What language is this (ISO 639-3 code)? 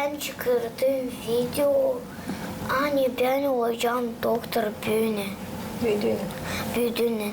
gag